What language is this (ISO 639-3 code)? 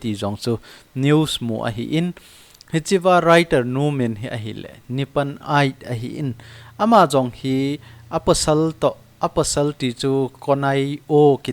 tcz